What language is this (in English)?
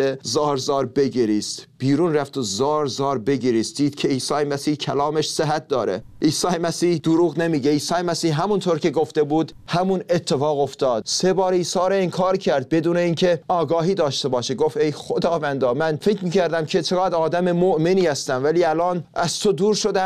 Persian